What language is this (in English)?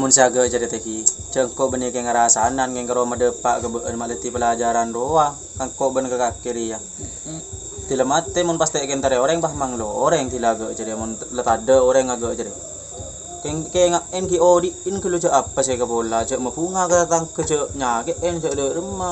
Madurese